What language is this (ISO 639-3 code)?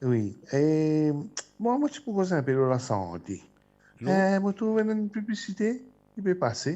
mfe